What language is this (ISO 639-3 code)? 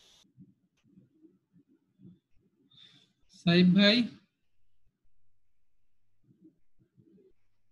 ben